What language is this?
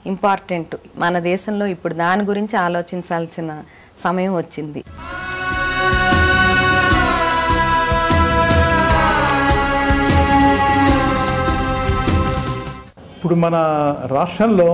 Telugu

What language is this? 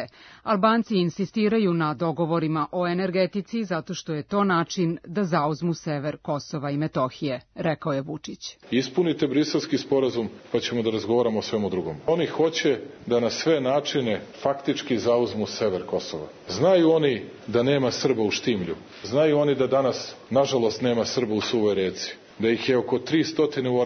Serbian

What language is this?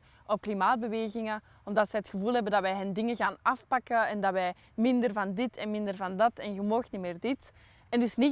Dutch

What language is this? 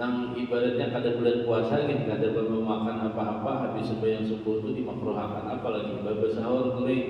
Banjar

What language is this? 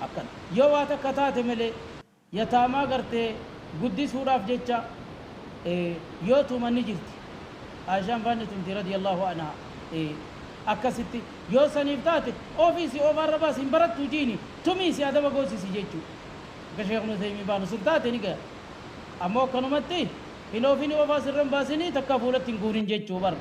Oromo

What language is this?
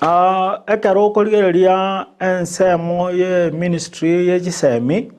Gusii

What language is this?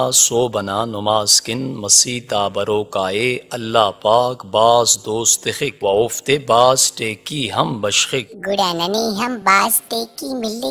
Brahui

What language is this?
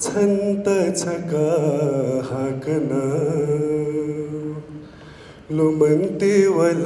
Newari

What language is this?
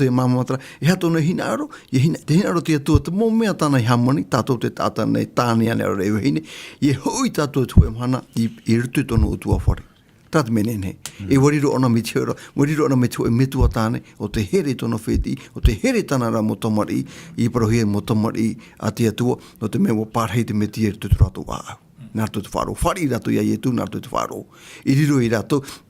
Tahitian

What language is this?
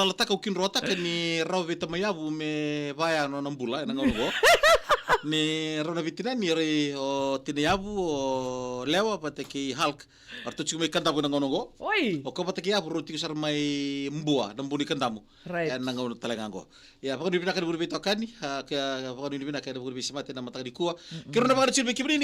Fijian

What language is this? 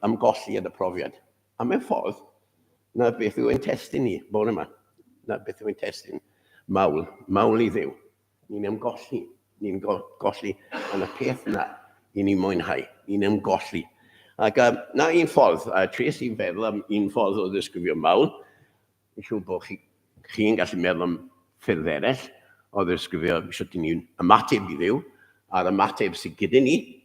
Welsh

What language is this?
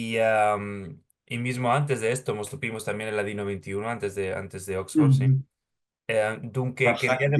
Ladino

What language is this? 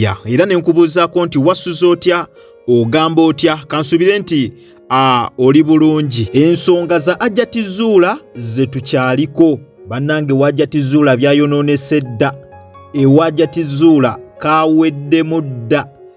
Ganda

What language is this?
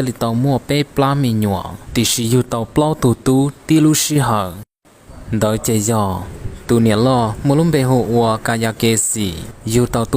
Hmong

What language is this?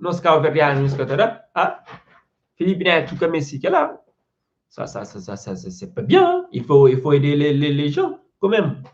Kabuverdianu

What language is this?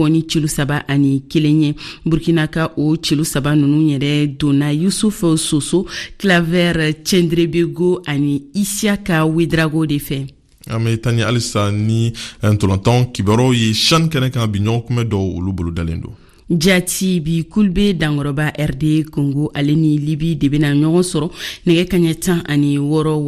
Bambara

